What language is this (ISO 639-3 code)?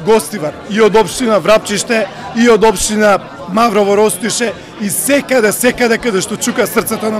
mkd